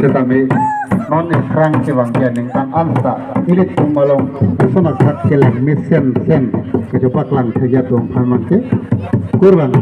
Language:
Karbi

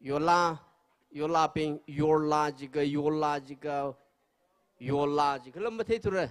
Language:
Tangkhul Naga (India)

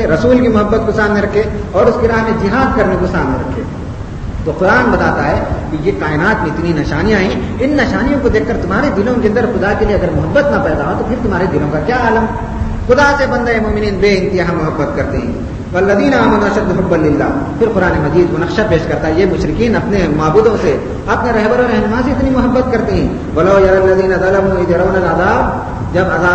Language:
Urdu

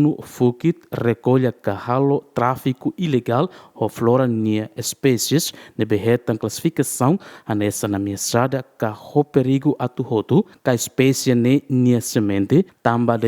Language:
Tetum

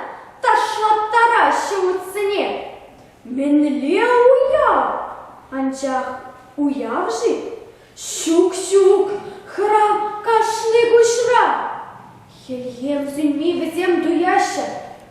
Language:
Chuvash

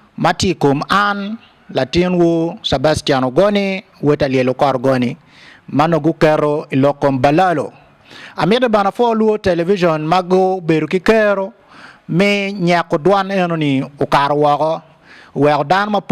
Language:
Acoli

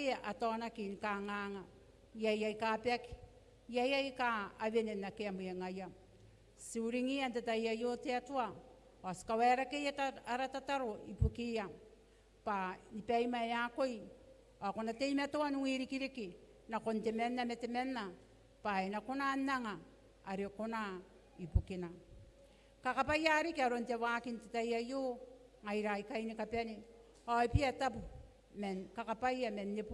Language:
Gilbertese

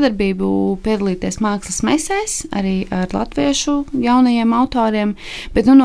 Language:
Latvian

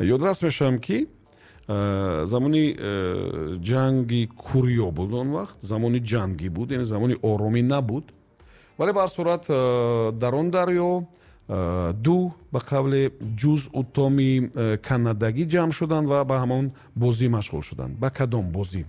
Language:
Tajik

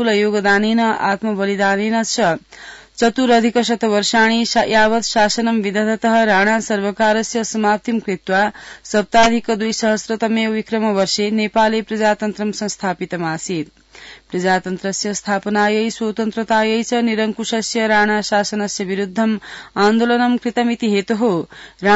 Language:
Sanskrit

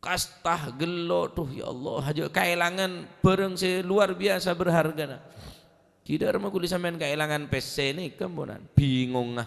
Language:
Madurese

